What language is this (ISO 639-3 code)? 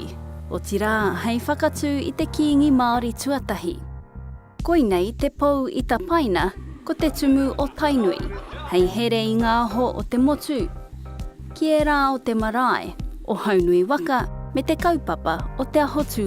mri